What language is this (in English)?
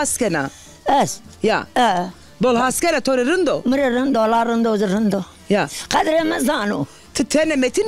Zaza